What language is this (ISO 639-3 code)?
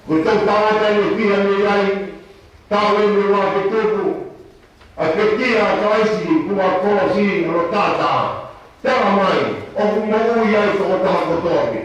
ton